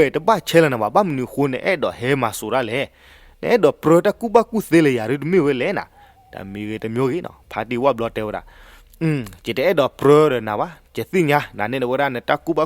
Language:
S'gaw Karen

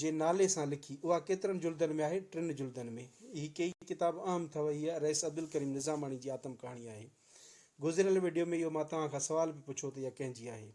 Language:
Sindhi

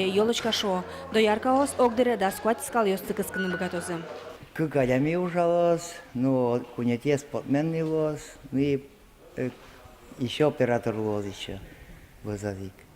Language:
Udmurt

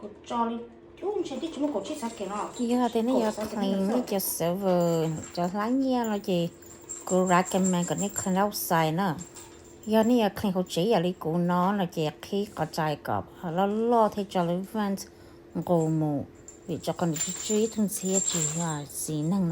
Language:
Hmong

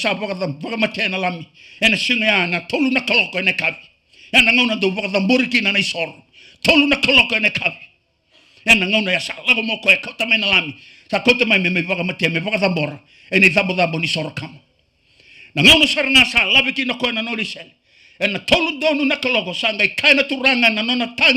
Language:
Fijian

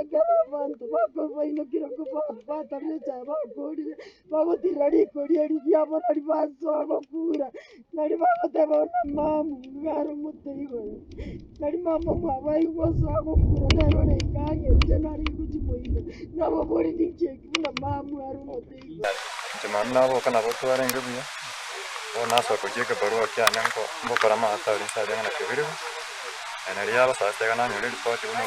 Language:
Gusii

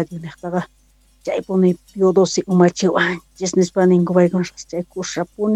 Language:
South Bolivian Quechua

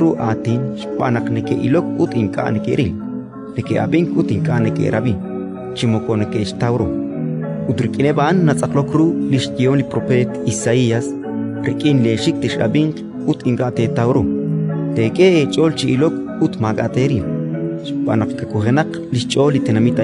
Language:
Kekchí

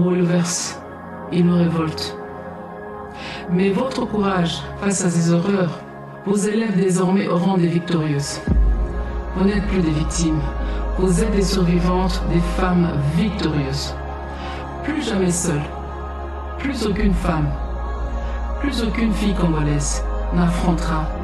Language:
French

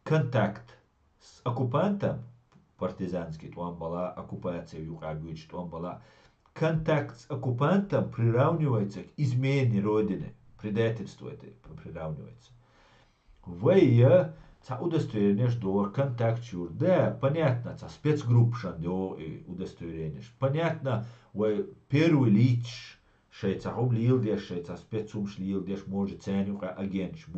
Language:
Chechen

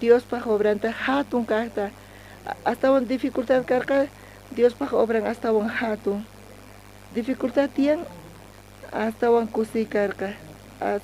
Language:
South Bolivian Quechua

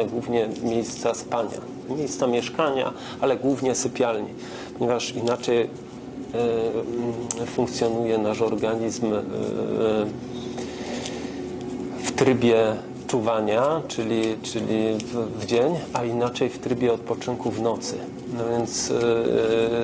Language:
Polish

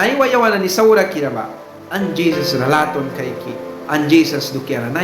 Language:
Mískito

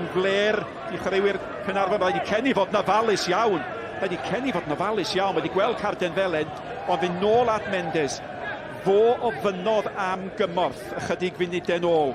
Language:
Welsh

